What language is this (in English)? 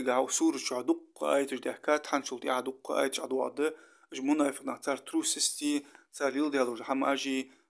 Ingush